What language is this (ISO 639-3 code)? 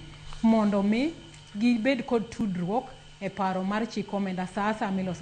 luo